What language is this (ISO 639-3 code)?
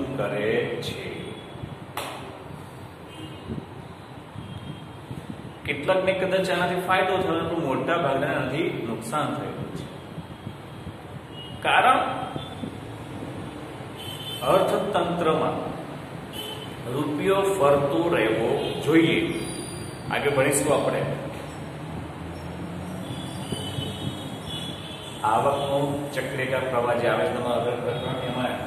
guj